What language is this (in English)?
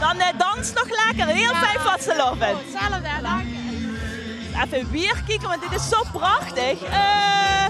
Limburgish